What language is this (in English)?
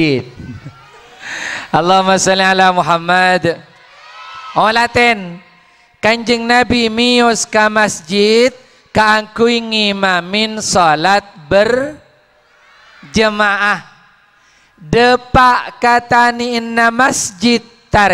Madurese